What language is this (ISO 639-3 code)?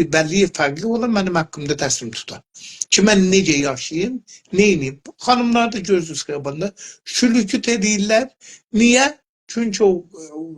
azb